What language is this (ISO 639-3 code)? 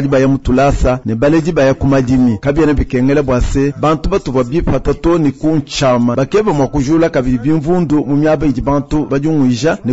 lua